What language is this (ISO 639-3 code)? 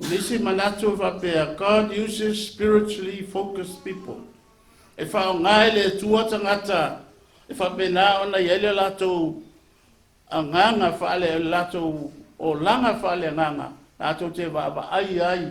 smo